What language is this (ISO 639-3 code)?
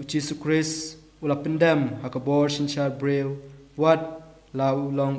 kha